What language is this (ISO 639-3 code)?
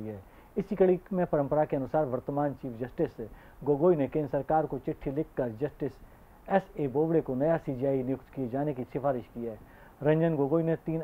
hin